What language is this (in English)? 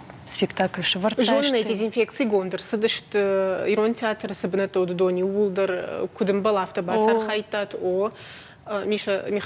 Ossetic